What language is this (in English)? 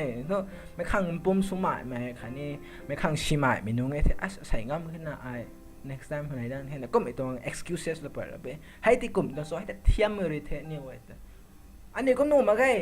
Rongmei Naga